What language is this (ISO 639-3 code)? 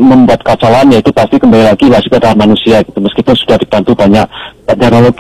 ind